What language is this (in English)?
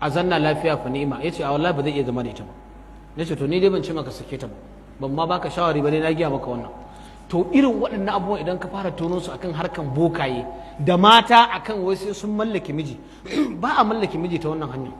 Hausa